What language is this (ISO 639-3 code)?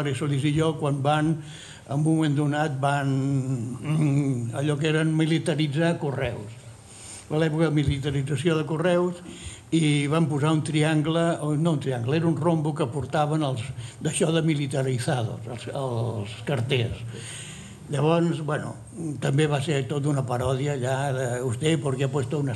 cat